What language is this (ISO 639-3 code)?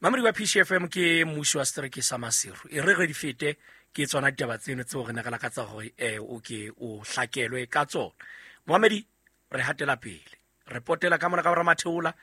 sot